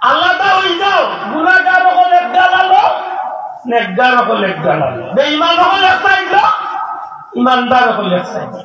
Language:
Sylheti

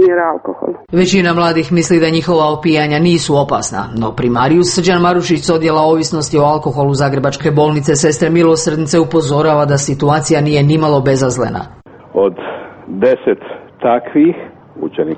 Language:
Croatian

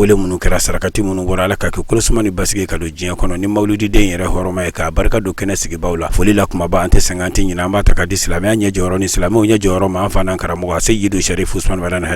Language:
Bambara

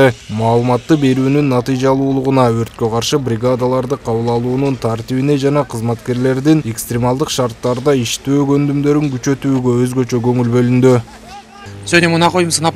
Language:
Kyrgyz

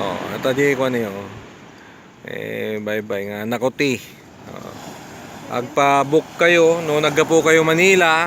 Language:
Iloko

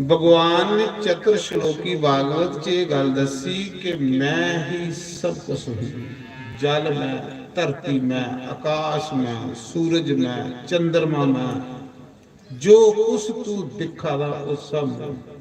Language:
Dogri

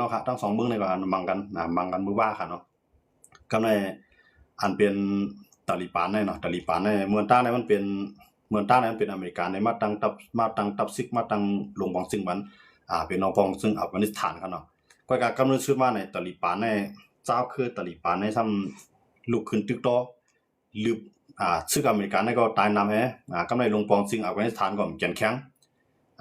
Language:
Shan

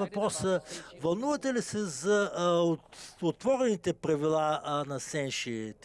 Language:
Bulgarian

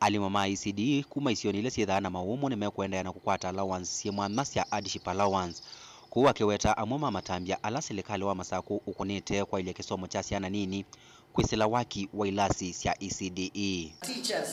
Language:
Kamba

